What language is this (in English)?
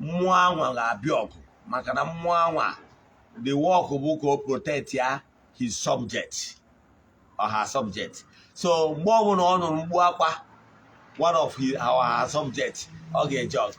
Igbo